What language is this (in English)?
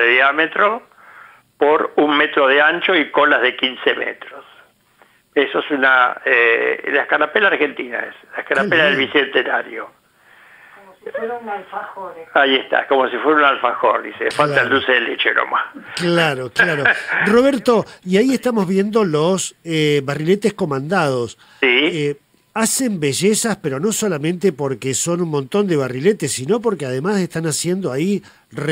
Spanish